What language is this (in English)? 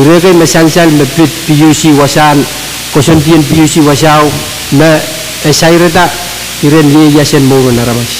Pohnpeian